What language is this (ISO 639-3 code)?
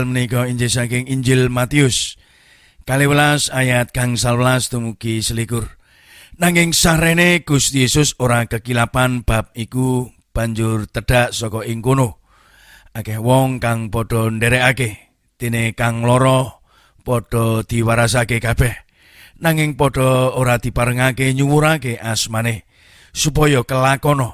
jav